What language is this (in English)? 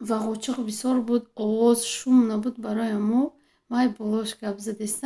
Tajik